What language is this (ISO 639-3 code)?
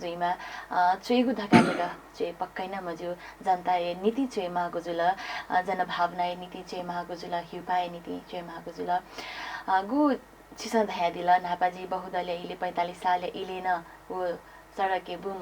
new